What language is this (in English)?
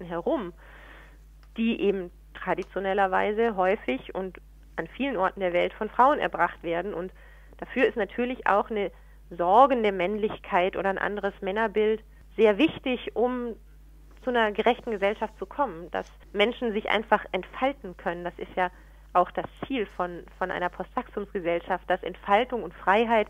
German